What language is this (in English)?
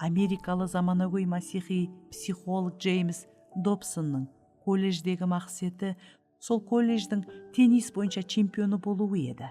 Kara-Kalpak